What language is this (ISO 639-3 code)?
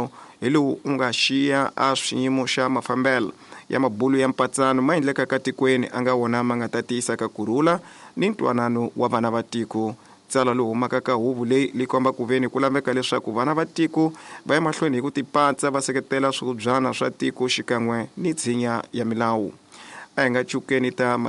tso